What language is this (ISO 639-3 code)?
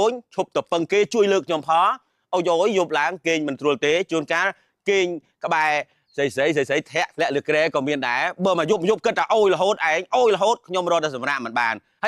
khm